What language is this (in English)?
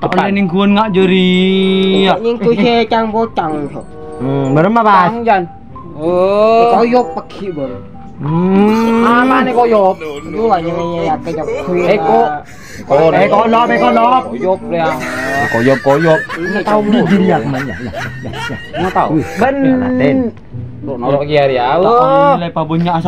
Madurese